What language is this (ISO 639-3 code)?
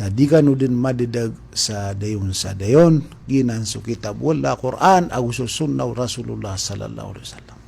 mrw